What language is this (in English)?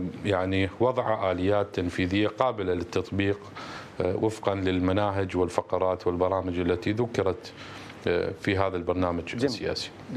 Mesopotamian Arabic